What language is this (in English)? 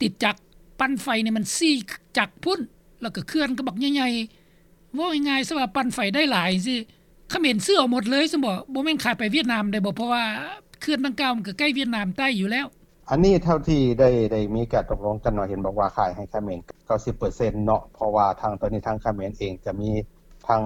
Lao